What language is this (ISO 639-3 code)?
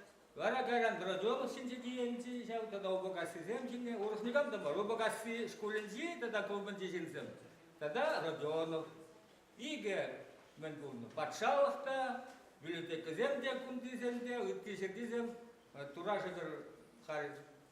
chv